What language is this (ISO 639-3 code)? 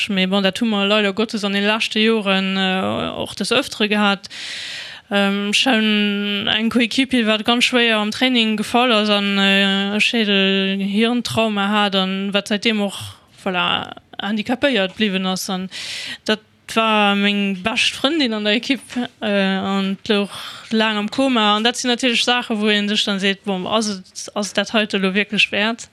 ltz